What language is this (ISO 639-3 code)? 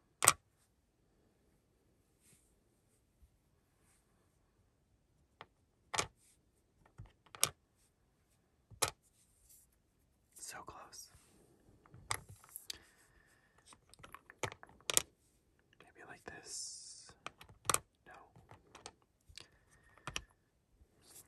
eng